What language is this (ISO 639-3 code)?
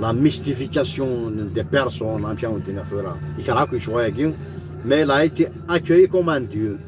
kab